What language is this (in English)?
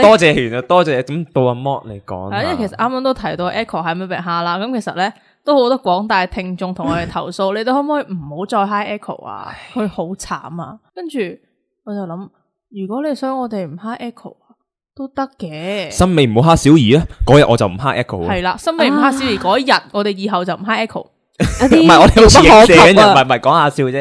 Cantonese